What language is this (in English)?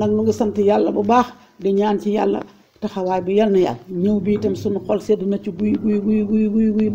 Wolof